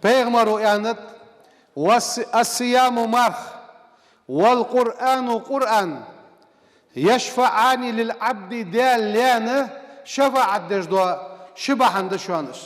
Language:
Ingush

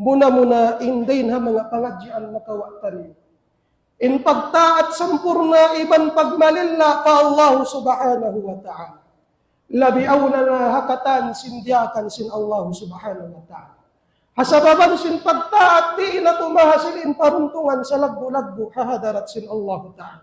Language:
Tausug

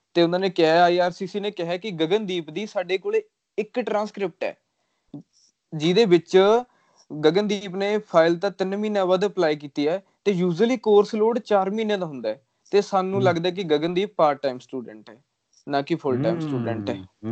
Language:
Punjabi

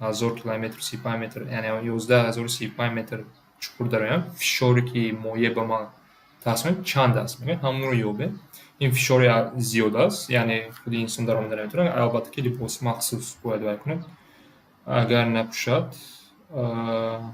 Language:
Tajik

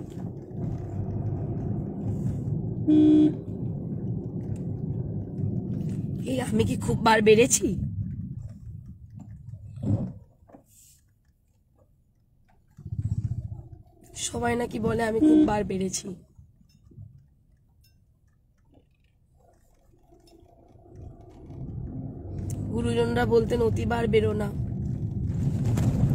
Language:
Bangla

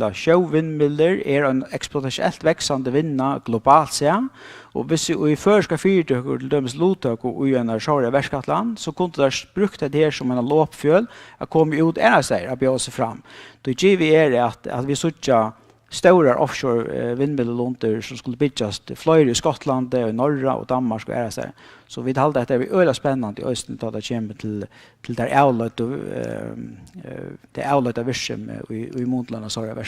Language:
Faroese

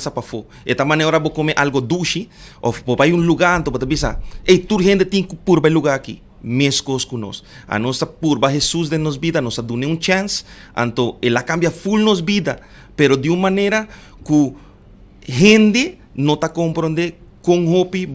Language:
Papiamento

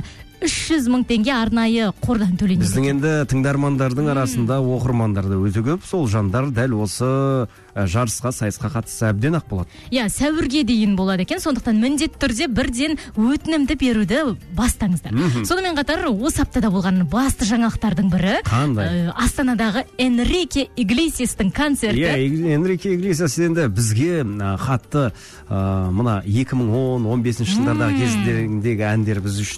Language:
Kazakh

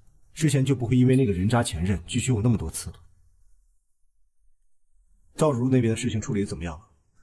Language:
Chinese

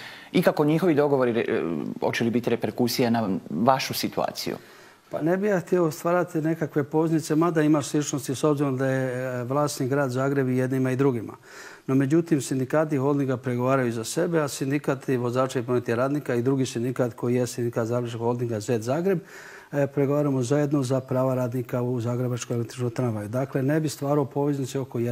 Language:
Croatian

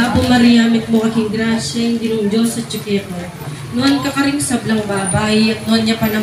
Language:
Pampanga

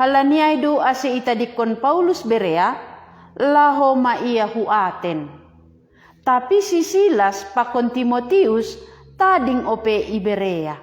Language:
Batak Simalungun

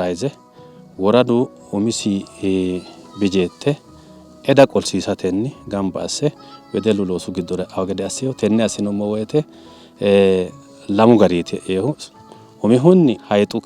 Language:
Sidamo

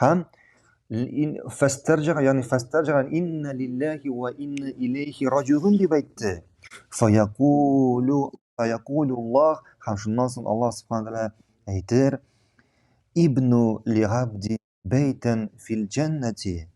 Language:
Tatar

